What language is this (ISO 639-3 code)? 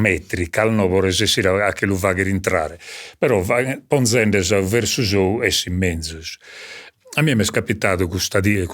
srd